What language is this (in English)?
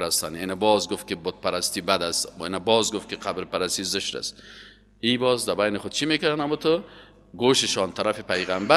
Persian